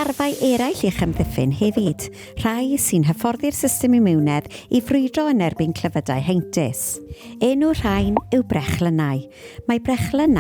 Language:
Welsh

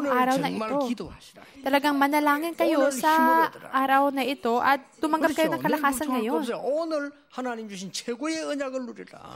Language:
Filipino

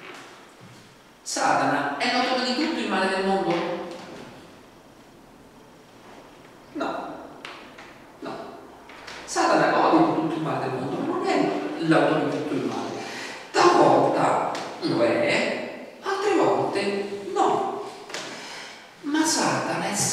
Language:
Italian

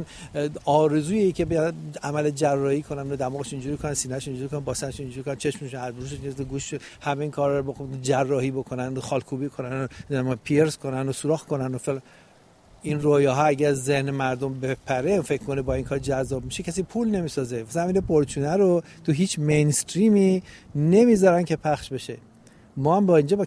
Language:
Persian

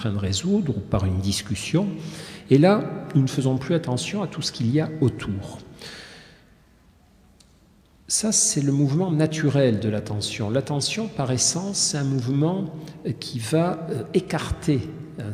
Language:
French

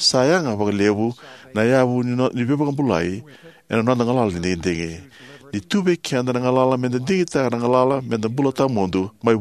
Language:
Fijian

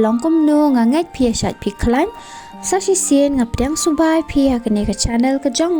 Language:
Khasi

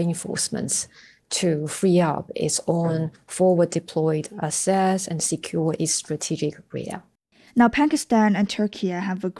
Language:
English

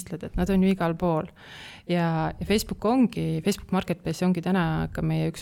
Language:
Estonian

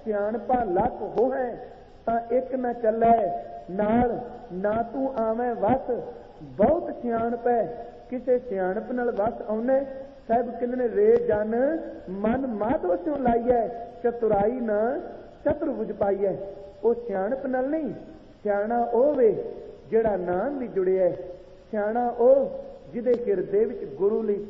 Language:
Punjabi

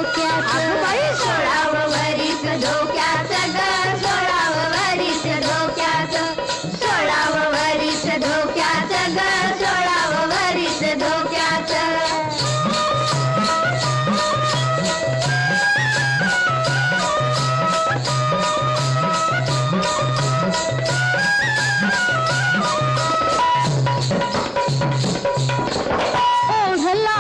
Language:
Marathi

